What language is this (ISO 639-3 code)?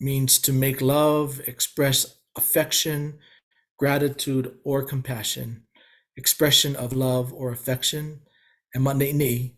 haw